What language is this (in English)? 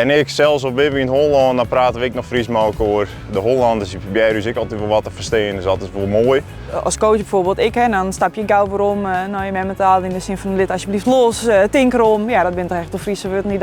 Western Frisian